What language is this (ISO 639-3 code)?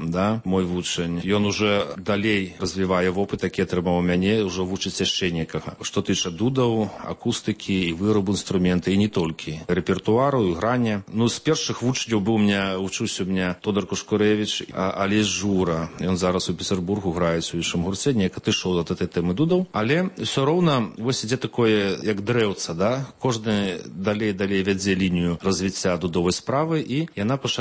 bel